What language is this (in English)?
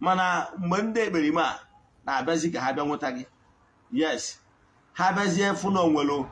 Igbo